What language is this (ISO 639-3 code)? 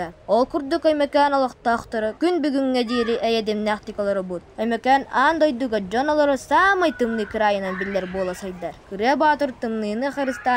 sah